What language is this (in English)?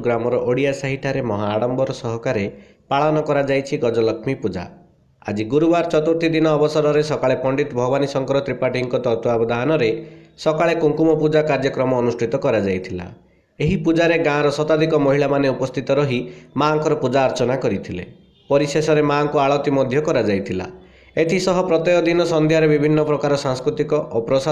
Odia